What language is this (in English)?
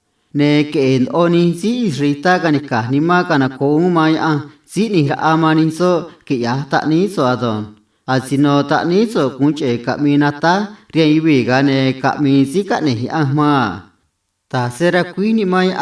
Copala Triqui